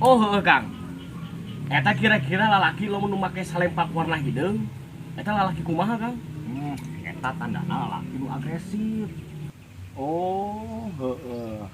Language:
Sundanese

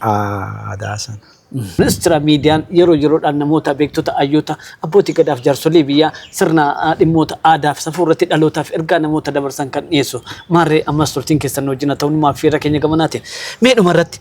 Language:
Oromo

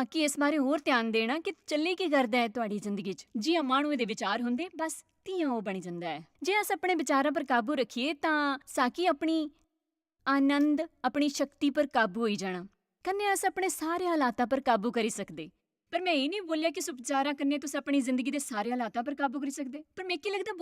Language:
Dogri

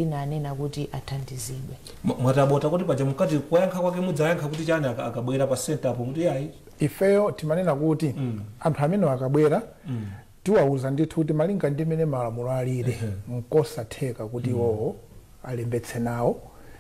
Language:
Nyanja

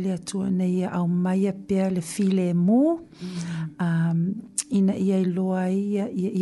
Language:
Samoan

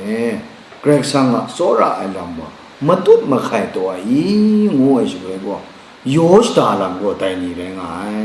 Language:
Kachin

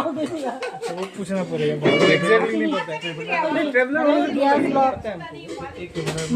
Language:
Manipuri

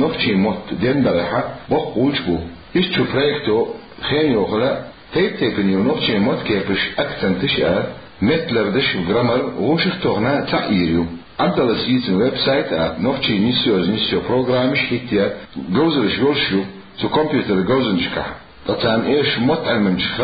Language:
Chechen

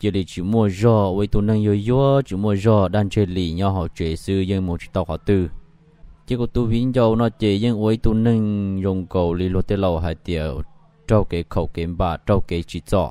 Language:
Hmong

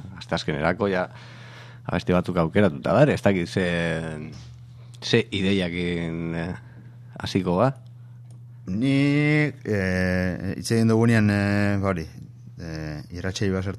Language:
Basque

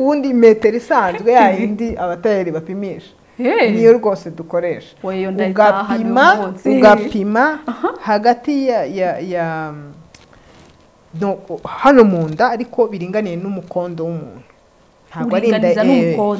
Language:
Kinyarwanda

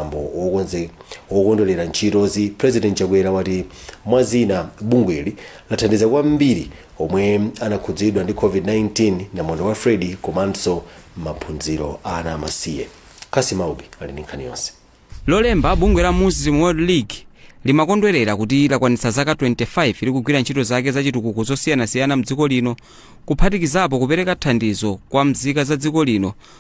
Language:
Nyanja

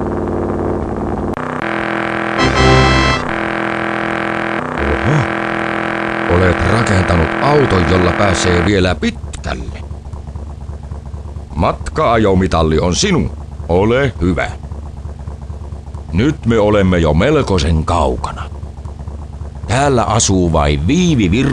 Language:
Finnish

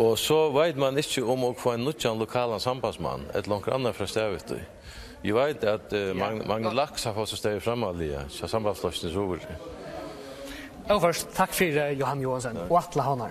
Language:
Faroese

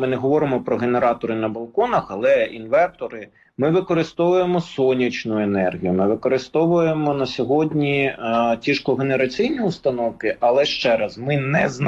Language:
Ukrainian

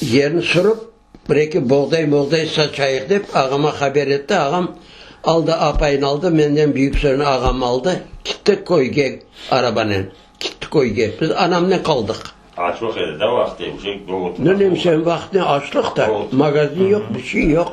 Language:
Crimean Tatar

